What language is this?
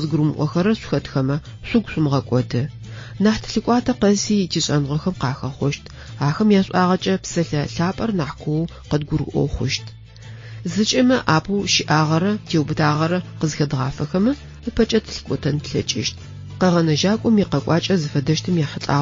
Adyghe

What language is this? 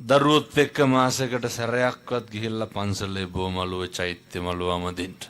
Sinhala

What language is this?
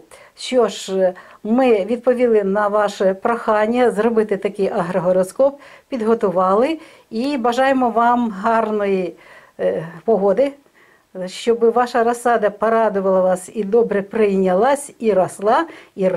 Ukrainian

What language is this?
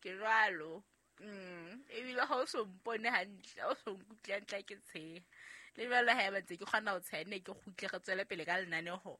Southern Sotho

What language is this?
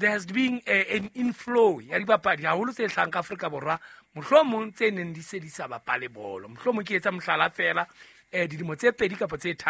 Southern Sotho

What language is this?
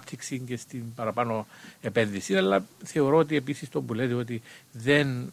Greek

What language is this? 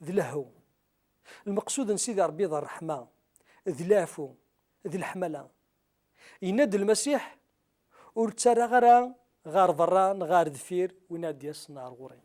Kabyle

